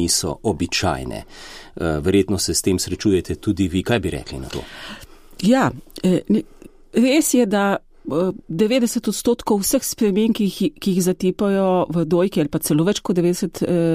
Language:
Slovenian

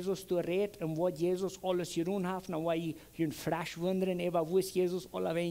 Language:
Plautdietsch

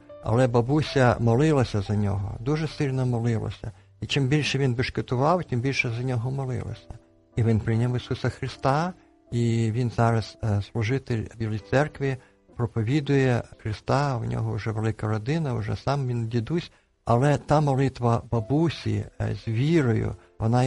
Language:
Ukrainian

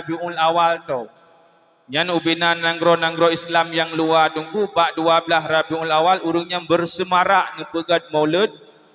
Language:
Achinese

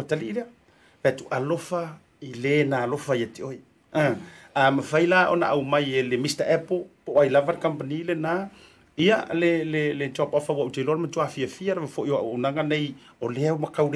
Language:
Samoan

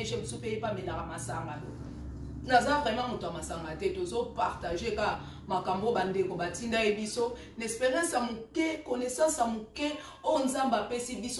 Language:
Lingala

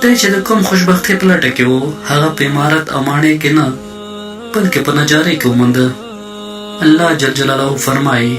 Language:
Pashto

